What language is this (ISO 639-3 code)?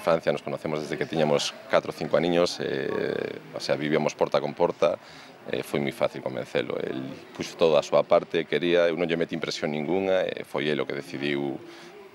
glg